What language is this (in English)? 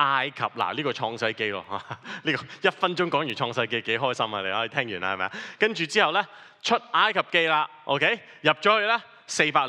Cantonese